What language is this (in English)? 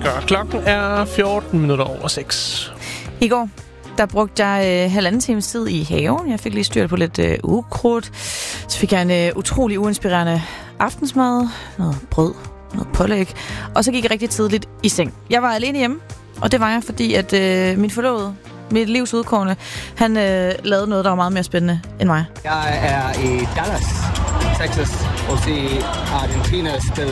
Danish